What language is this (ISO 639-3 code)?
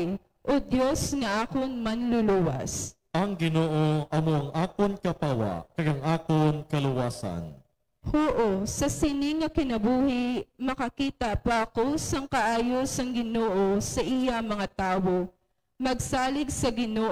hil